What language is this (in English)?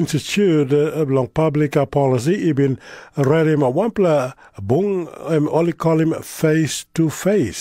Tok Pisin